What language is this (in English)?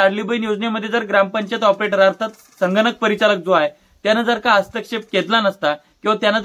Marathi